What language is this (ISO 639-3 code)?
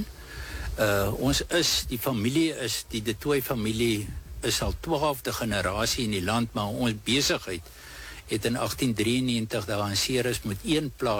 afr